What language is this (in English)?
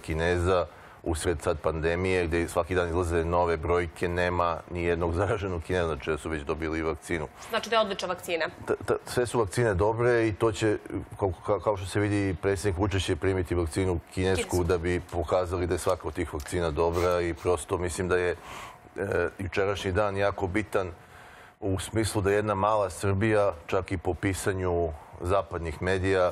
Serbian